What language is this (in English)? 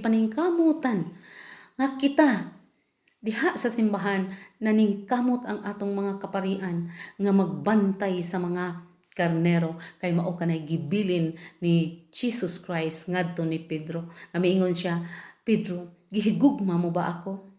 Cebuano